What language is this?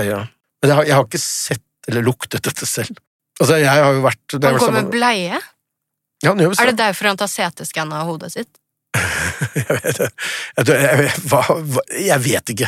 Norwegian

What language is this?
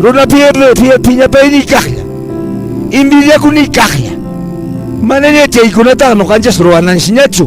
Quechua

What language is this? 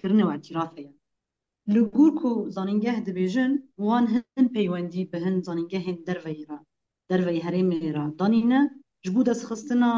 Kurdish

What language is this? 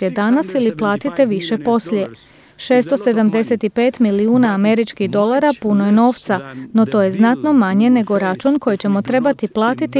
Croatian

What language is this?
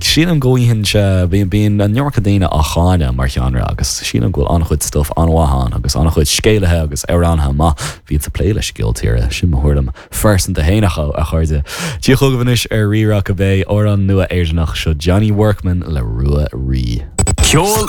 Irish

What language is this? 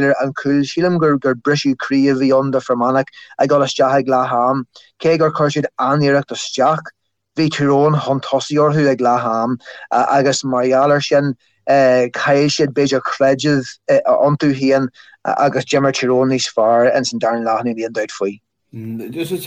Irish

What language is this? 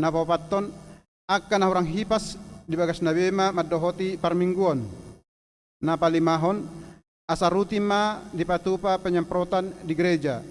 Batak Toba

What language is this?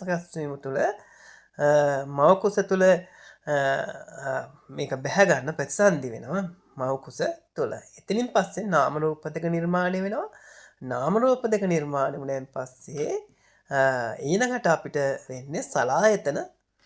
Sinhala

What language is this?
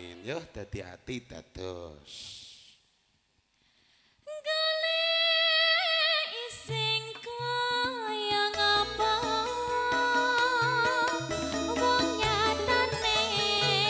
Javanese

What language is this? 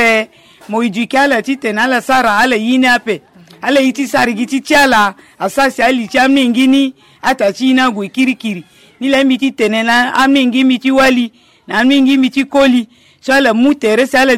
Sango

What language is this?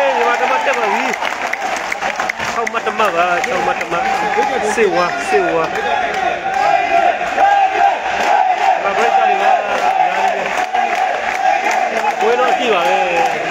Burmese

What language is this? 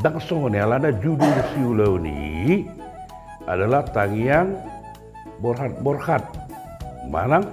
Batak Toba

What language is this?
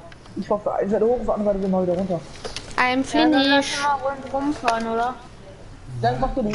Bavarian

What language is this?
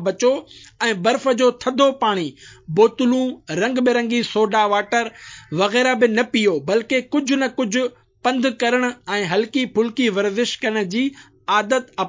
Sindhi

